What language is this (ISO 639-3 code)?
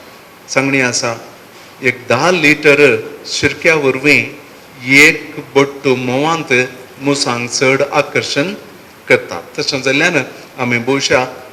kok